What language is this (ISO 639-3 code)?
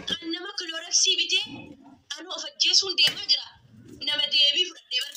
orm